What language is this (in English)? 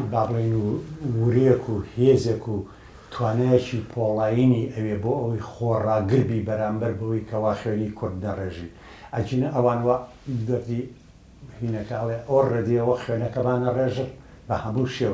Central Kurdish